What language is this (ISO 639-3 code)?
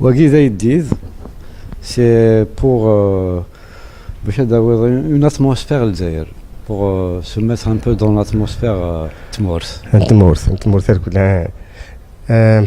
kab